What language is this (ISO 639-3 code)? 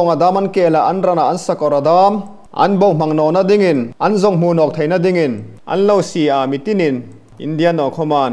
hmr